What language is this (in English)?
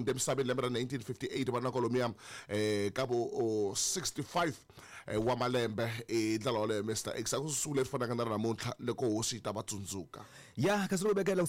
Tsonga